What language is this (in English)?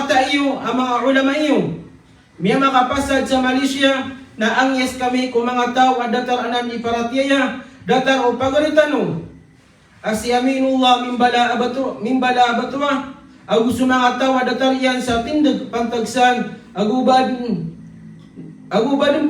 Maranao